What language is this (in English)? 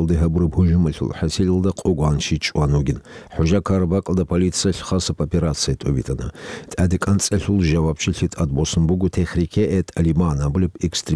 Avaric